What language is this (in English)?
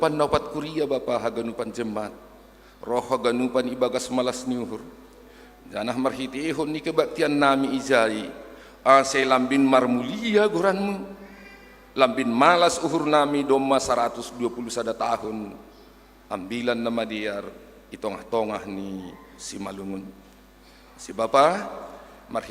Batak Simalungun